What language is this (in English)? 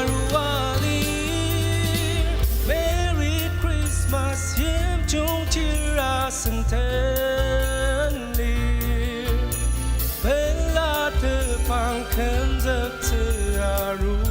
Ao Naga